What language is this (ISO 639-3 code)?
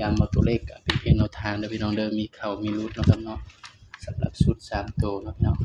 tts